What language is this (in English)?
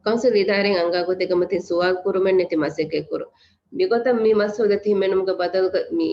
Divehi